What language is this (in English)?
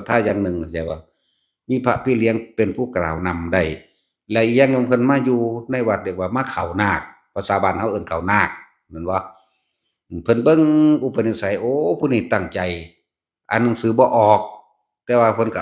Northeastern Thai